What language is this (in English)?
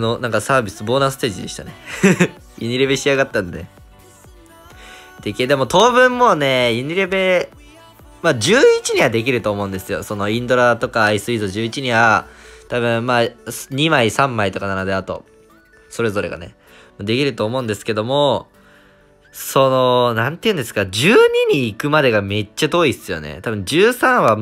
Japanese